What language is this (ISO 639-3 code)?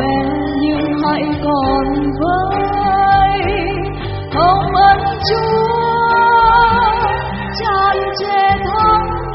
vie